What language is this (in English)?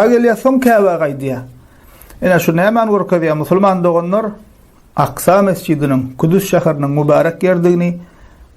Turkmen